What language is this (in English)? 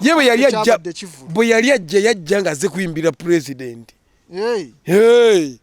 Ganda